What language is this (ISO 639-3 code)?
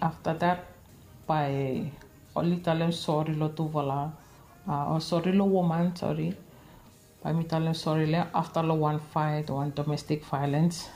bis